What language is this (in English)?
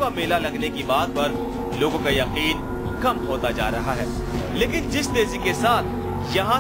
Hindi